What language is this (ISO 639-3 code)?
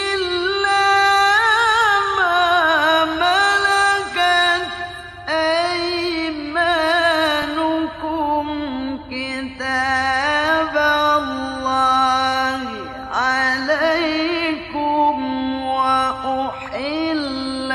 ara